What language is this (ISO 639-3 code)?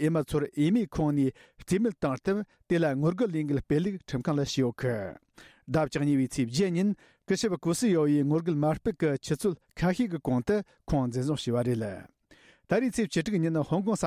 bod